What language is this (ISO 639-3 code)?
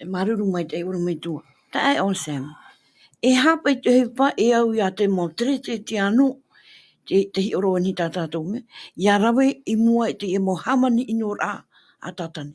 tah